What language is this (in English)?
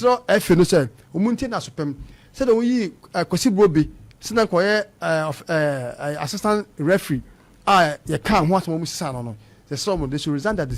Akan